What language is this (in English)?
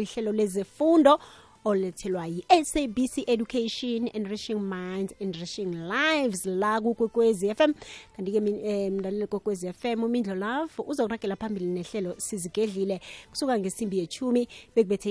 South Ndebele